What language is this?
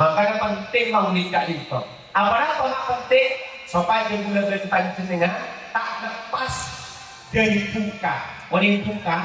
Madurese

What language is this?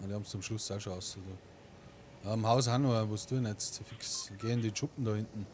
Bavarian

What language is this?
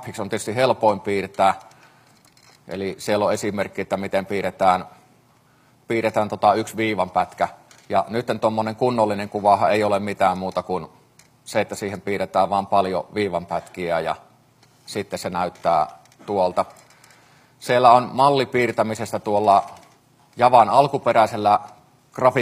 Finnish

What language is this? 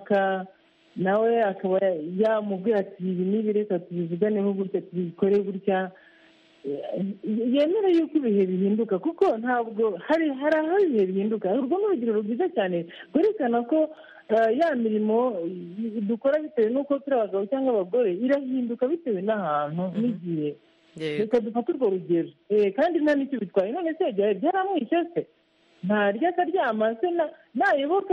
Kinyarwanda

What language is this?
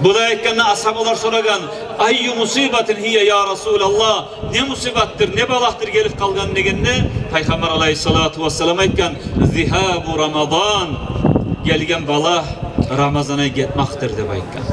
Kumyk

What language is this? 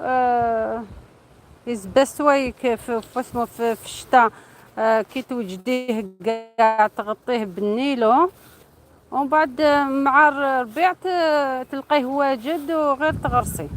Algerian Arabic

